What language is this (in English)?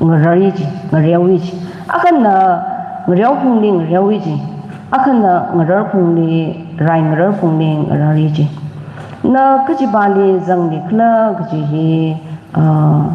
Tangkhul Naga (India)